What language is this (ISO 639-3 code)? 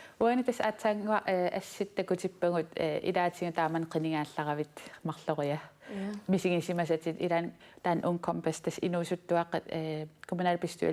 kal